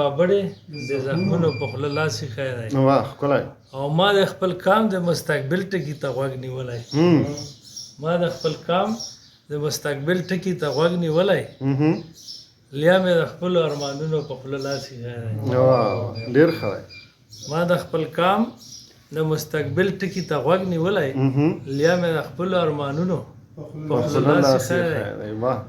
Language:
Pashto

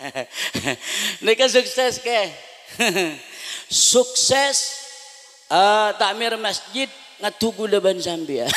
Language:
Madurese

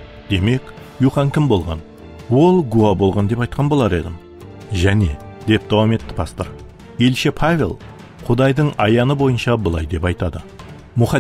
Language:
Kara-Kalpak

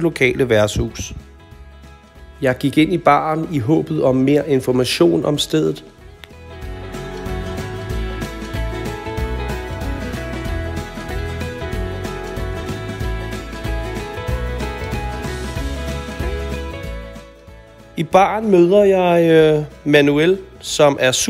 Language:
Danish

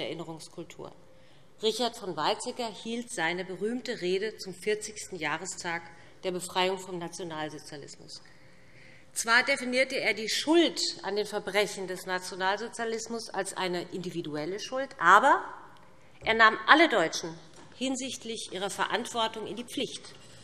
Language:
German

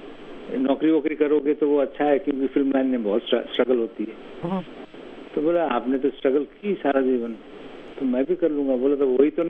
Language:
Hindi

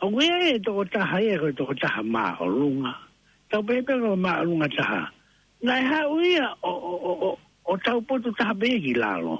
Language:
Tongan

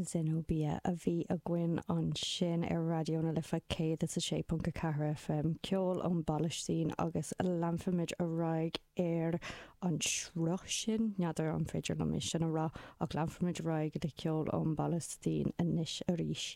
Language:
Irish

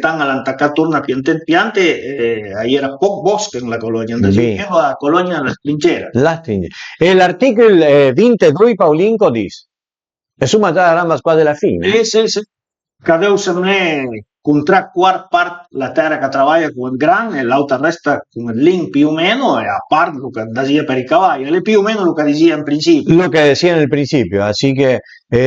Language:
Piedmontese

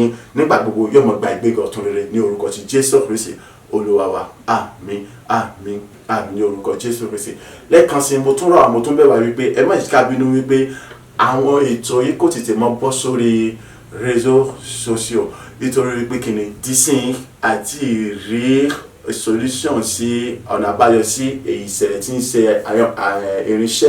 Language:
Yoruba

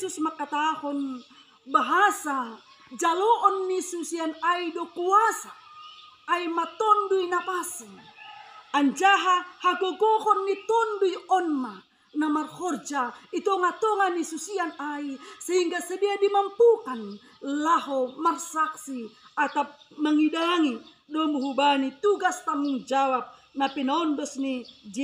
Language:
Batak Simalungun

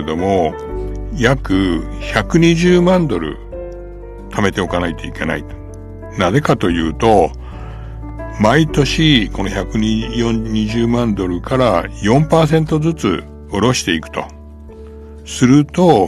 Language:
Japanese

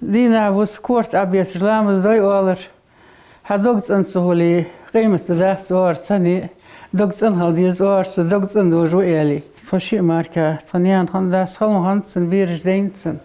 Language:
Ingush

